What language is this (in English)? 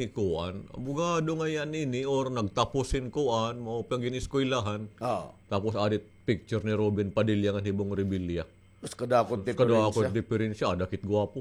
Waray